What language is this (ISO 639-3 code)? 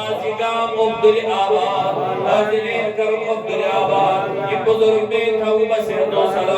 kas